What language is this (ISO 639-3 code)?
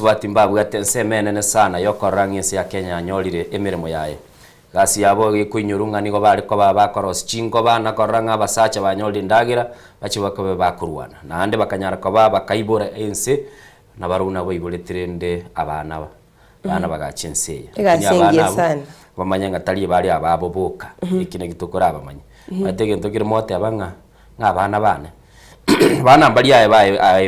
guz